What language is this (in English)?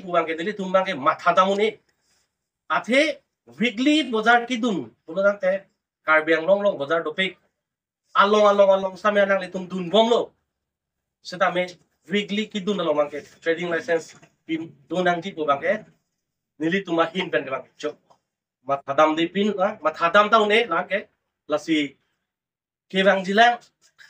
Karbi